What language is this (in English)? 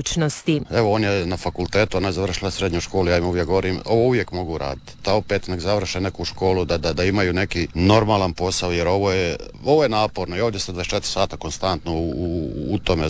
Croatian